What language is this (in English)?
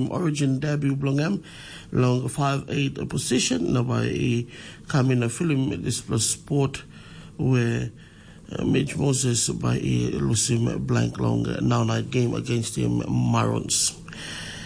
Tok Pisin